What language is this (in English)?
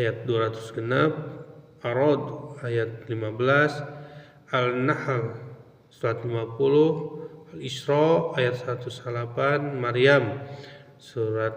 Sundanese